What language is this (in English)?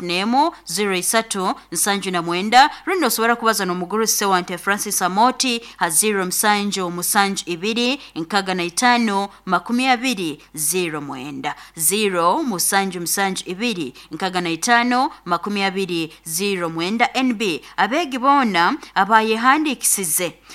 Nyoro